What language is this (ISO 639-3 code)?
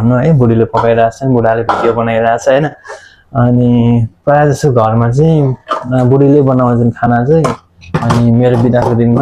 nep